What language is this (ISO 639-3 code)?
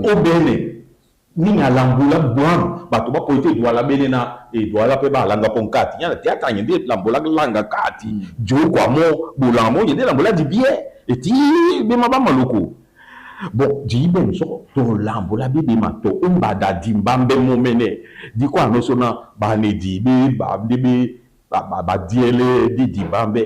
dua